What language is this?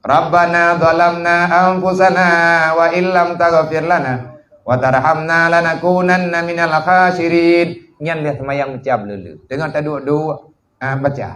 Achinese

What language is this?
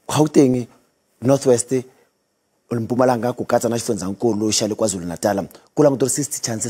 Tsonga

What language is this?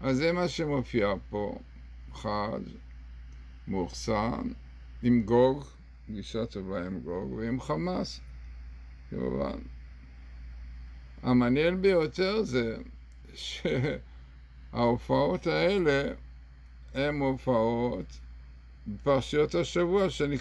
Hebrew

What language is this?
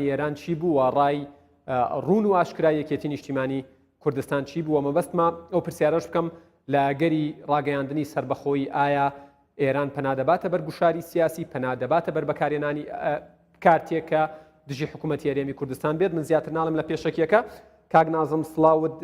Central Kurdish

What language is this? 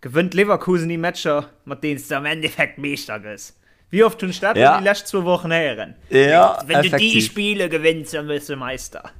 Luxembourgish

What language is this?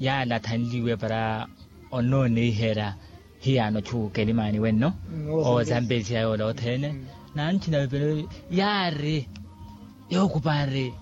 Makhuwa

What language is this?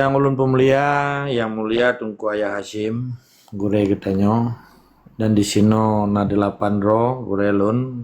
Achinese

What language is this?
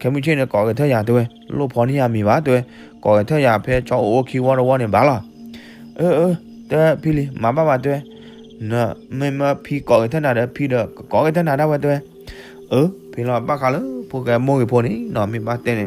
S'gaw Karen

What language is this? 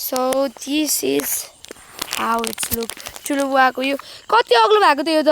Nepali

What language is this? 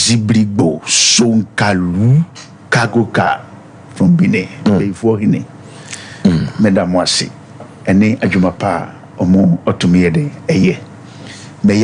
Akan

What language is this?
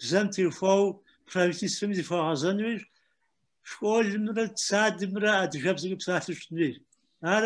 Kabardian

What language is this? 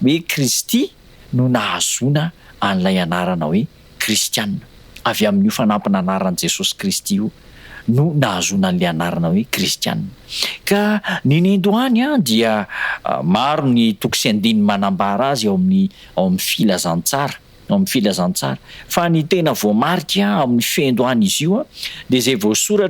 Malagasy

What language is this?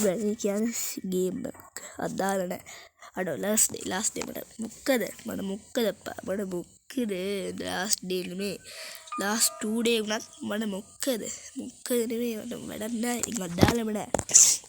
Sinhala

